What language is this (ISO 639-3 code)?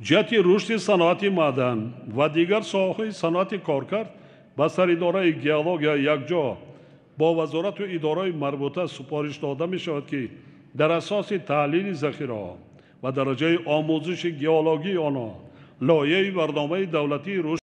tgk